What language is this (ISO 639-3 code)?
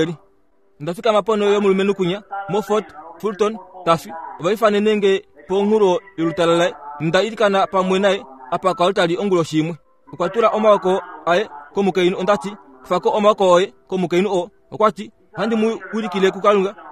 kua